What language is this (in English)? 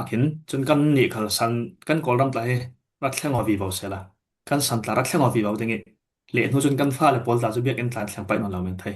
Falam Chin